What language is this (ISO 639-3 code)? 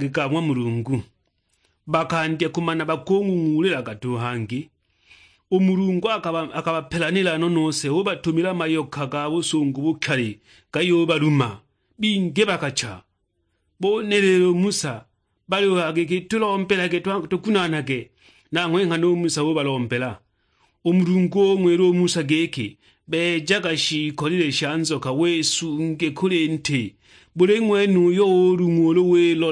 suk